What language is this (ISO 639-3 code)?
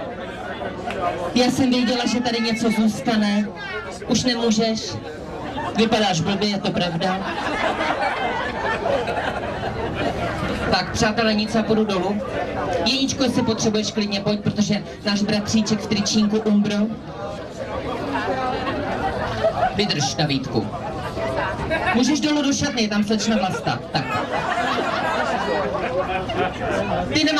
ces